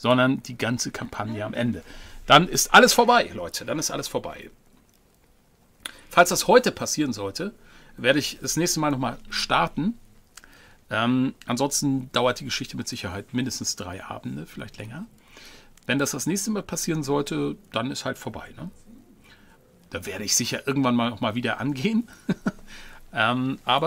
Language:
German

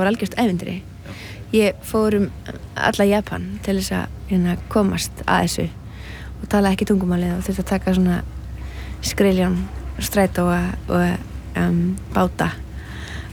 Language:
Icelandic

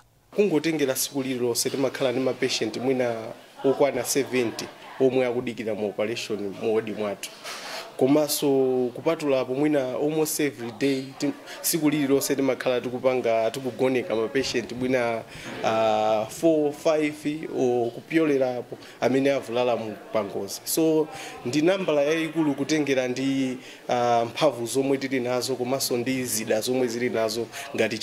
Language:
Nyanja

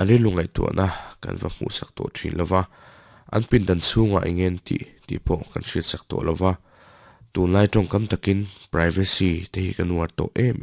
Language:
Mizo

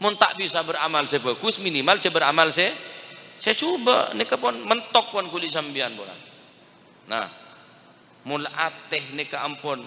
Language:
Madurese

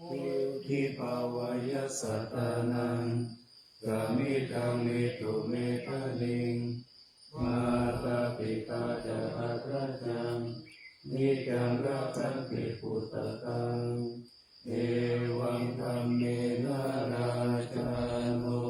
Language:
Pali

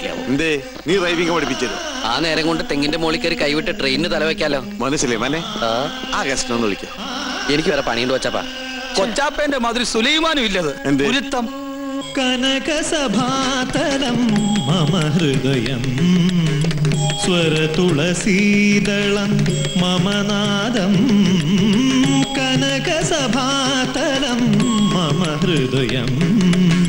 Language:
Malayalam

